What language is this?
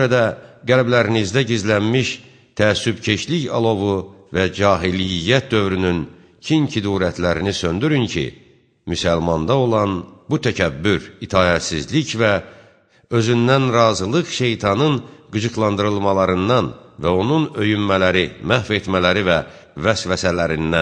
Azerbaijani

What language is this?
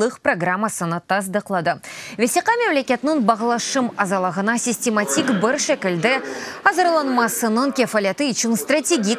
Crimean Tatar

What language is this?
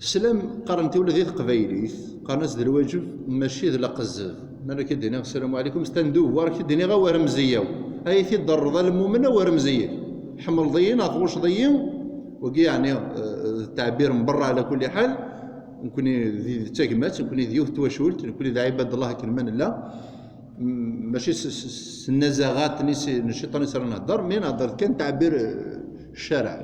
Kabyle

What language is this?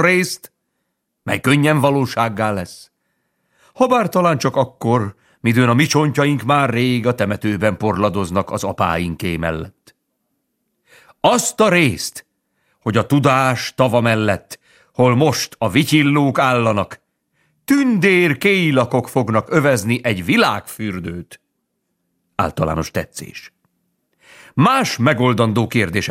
Hungarian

